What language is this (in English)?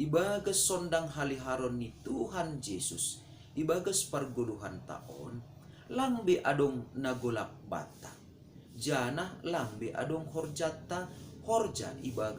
Batak Simalungun